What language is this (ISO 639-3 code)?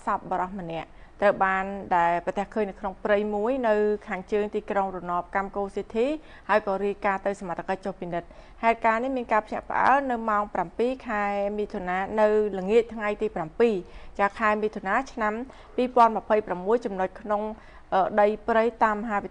khm